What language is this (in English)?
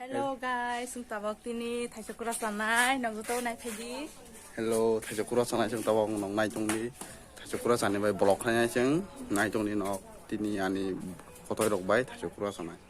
Kok Borok